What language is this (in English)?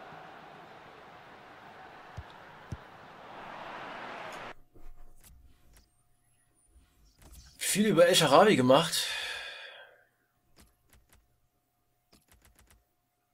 German